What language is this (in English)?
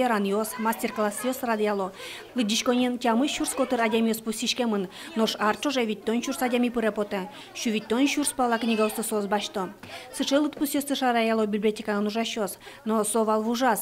Udmurt